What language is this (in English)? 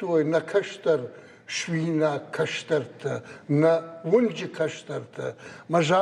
Ossetic